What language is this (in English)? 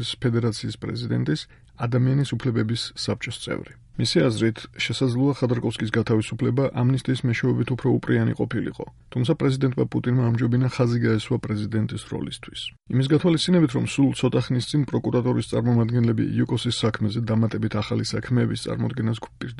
Georgian